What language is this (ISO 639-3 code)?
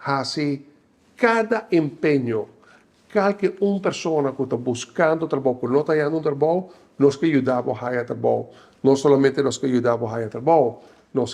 pap